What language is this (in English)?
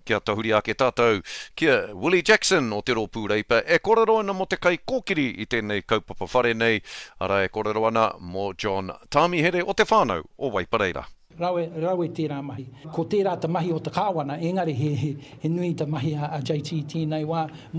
Māori